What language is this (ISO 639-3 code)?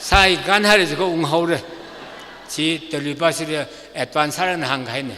nmf